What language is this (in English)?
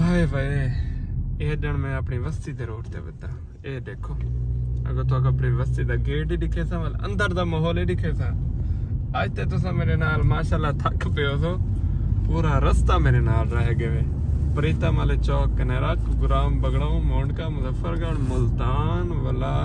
Saraiki